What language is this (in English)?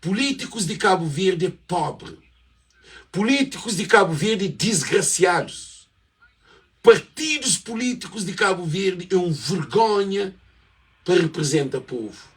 Kabuverdianu